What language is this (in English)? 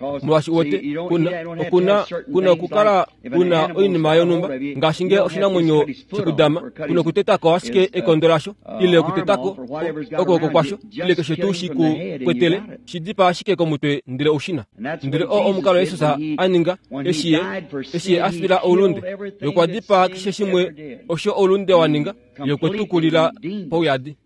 Kuanyama